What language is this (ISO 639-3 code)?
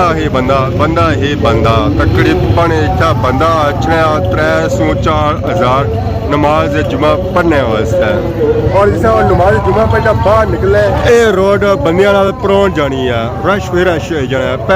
phr